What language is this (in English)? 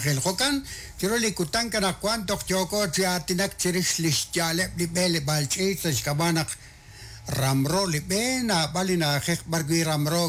Kekchí